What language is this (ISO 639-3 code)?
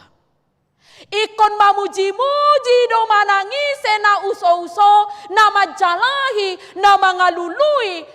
bbc